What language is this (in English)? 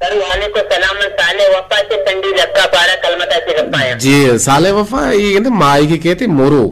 Eastern Balochi